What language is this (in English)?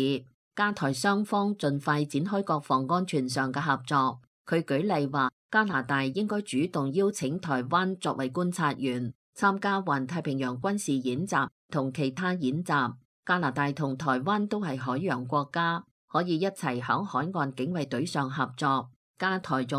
Cantonese